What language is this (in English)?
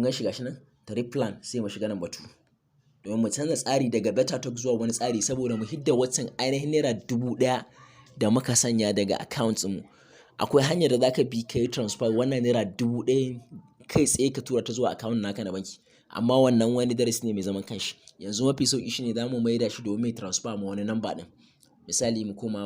Hausa